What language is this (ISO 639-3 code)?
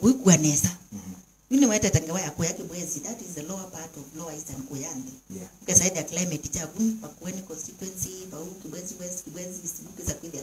kam